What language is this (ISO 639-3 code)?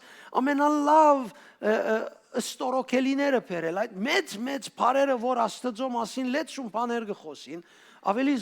hyw